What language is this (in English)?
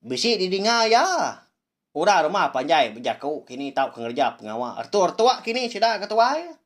Iban